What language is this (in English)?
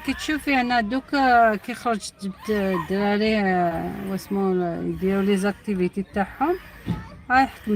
Algerian Arabic